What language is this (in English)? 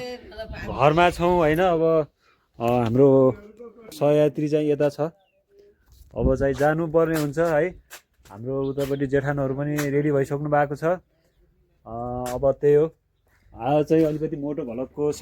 Nepali